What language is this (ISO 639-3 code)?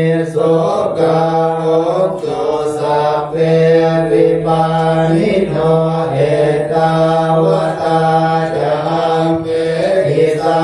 pli